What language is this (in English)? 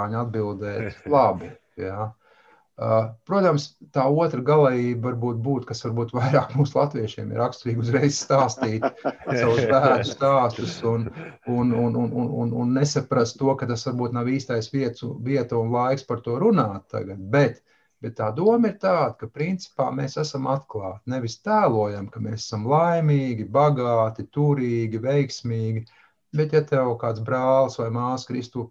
Latvian